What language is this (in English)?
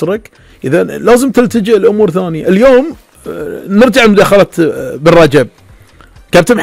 Gulf Arabic